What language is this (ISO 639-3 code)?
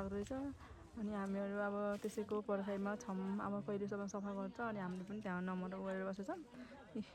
nep